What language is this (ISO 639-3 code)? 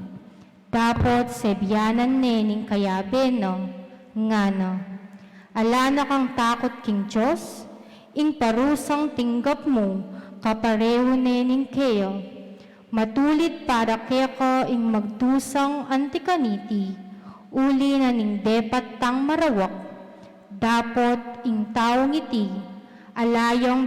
pam